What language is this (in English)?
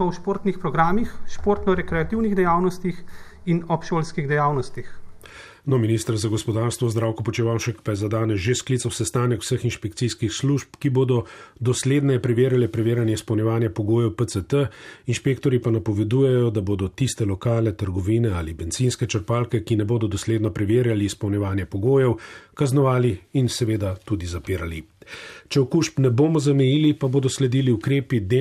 Slovenian